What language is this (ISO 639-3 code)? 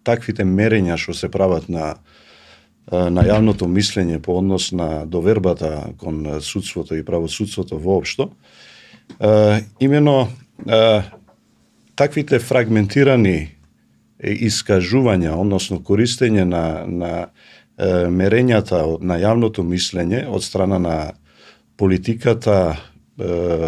mkd